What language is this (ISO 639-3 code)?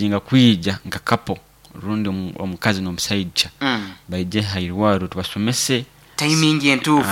nyo